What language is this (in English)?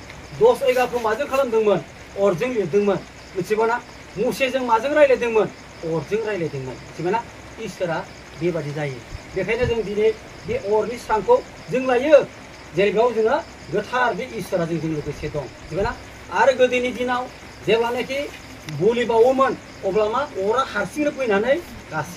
Bodo